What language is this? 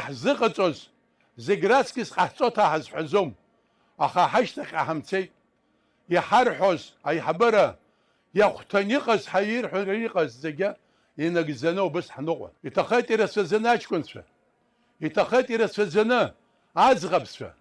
Abkhazian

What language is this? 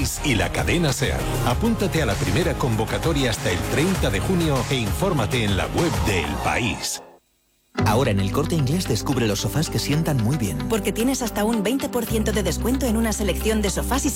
Spanish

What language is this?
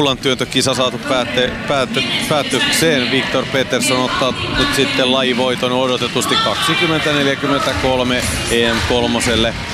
Finnish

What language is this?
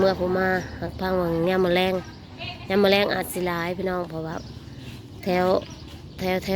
Northeastern Thai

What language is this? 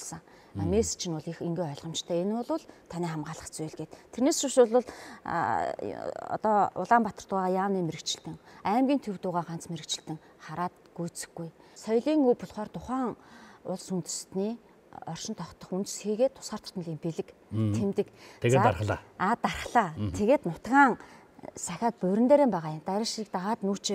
Mongolian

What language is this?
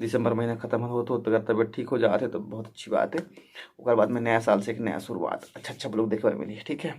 Chhattisgarhi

